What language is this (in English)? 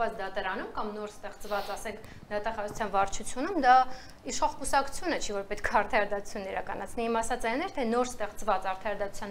Armenian